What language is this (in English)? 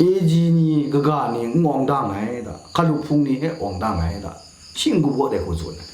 Kachin